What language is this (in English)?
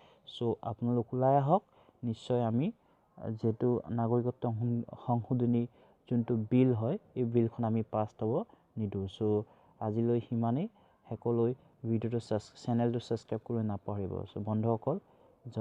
Assamese